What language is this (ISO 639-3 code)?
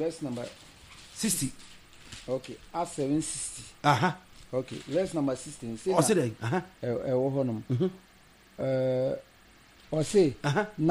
aka